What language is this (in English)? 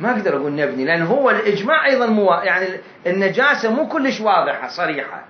Mesopotamian Arabic